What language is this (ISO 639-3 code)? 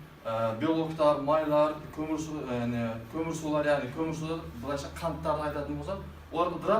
kaz